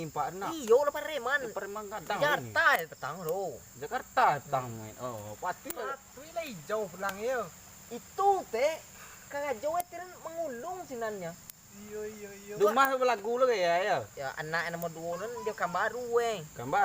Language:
Minangkabau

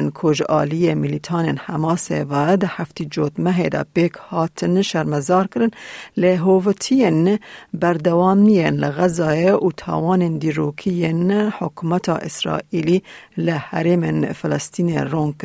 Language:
Kurdish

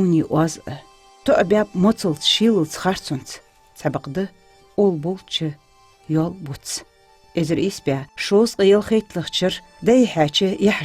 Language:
Ingush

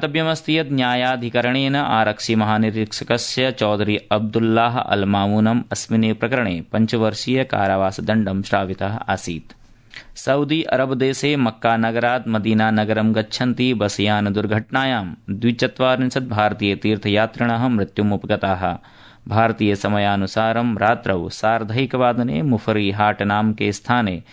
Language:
Sanskrit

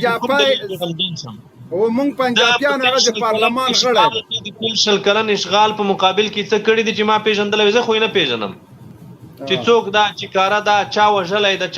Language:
Pashto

